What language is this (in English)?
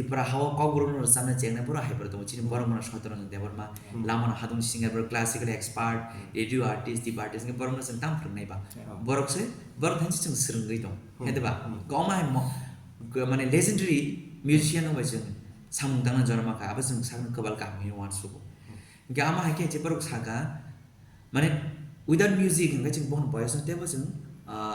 Kok Borok